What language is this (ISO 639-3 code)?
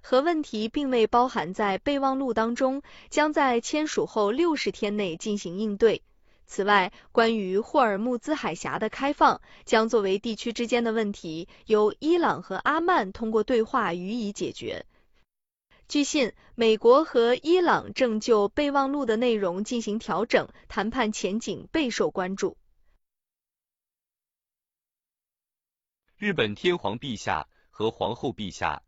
zho